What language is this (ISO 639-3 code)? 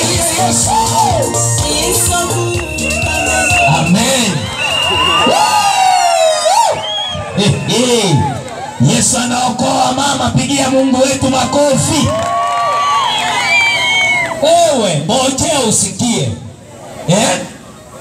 swa